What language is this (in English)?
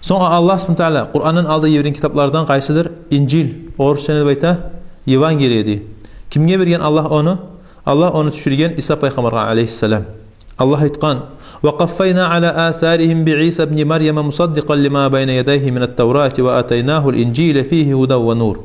Kumyk